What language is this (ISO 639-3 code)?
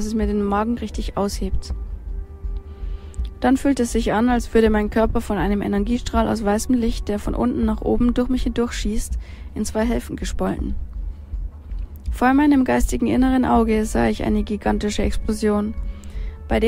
deu